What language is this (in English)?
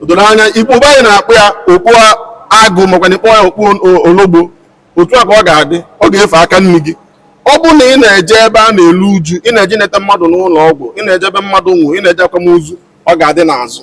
Igbo